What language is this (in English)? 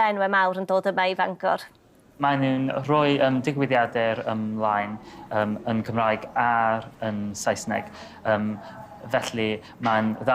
Welsh